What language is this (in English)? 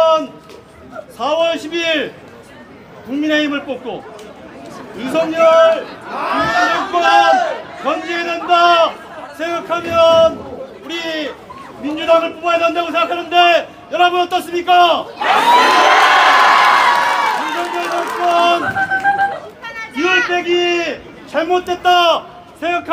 Korean